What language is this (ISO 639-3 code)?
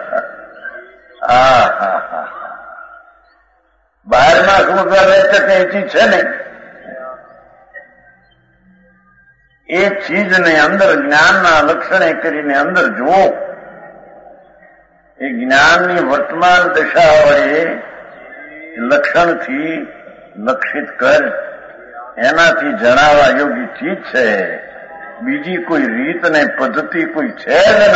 guj